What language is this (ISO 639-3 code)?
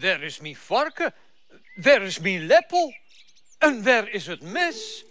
fry